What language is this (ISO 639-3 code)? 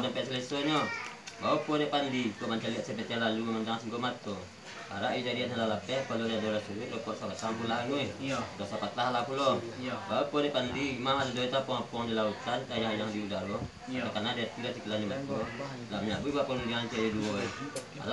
min